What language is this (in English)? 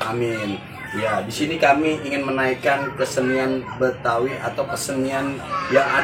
Betawi